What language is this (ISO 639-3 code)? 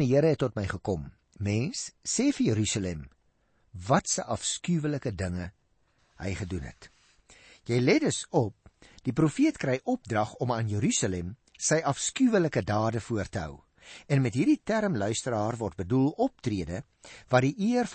afr